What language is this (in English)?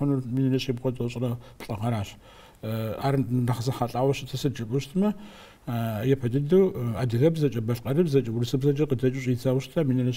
Kabardian